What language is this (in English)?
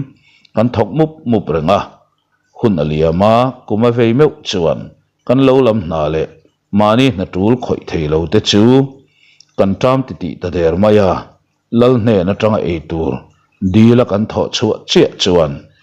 Mizo